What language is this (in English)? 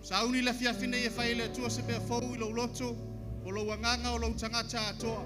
Samoan